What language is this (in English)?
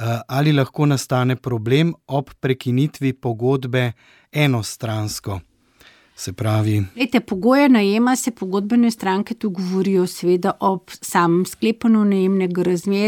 Slovenian